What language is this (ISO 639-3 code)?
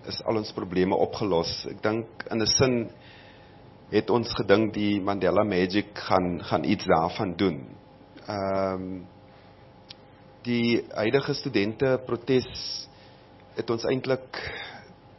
afr